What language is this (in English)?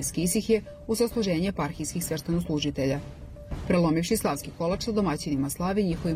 Serbian